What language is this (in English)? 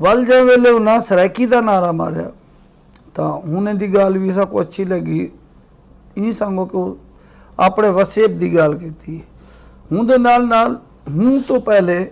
Saraiki